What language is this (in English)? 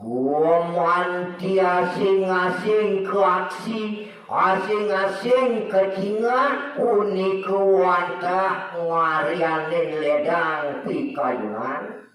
Balinese